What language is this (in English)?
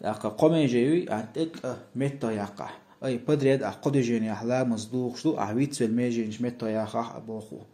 Chechen